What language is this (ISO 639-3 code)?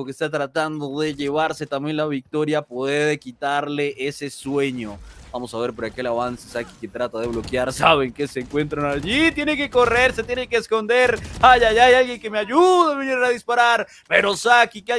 spa